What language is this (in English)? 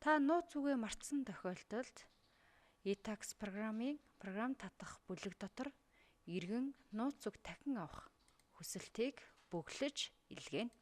Mongolian